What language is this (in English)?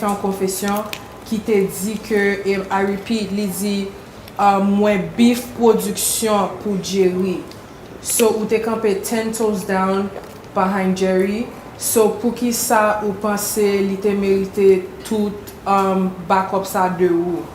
Haitian Creole